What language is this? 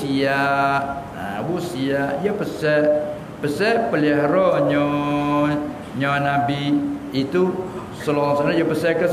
Malay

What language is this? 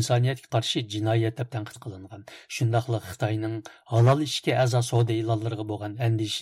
Uyghur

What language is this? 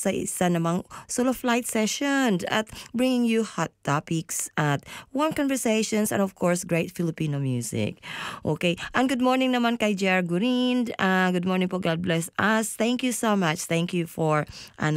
Filipino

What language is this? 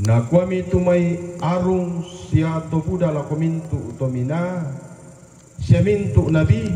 Toraja-Sa'dan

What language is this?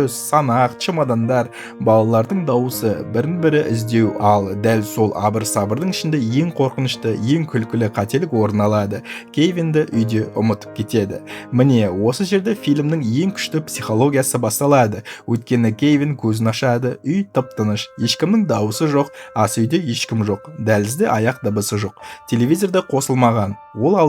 Kazakh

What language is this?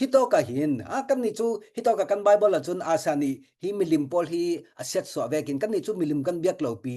Falam Chin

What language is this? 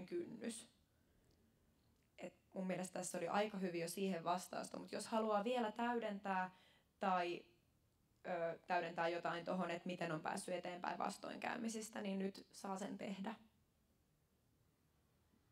Finnish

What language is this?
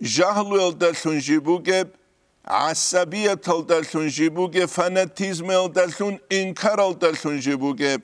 Avaric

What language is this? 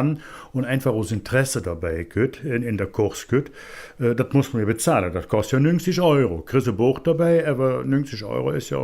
Colognian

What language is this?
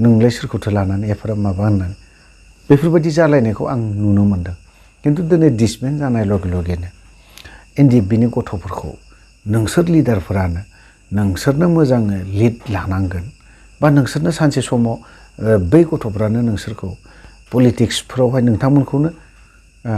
Bodo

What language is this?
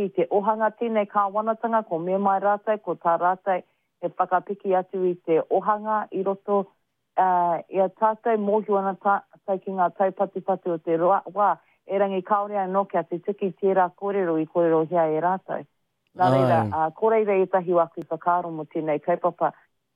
Māori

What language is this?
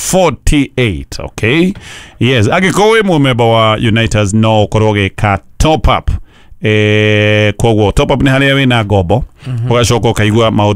Kikuyu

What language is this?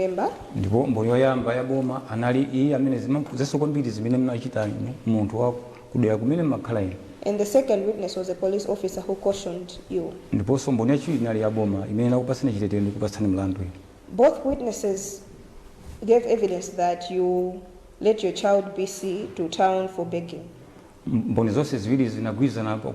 Nyanja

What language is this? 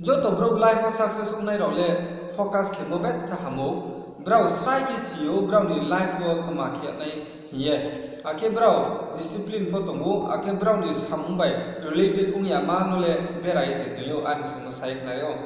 Riang (India)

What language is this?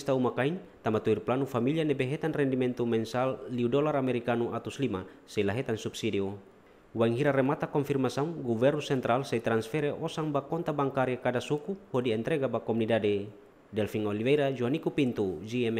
Tetum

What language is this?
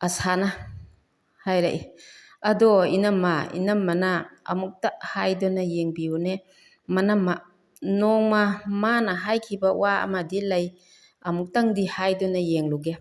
Manipuri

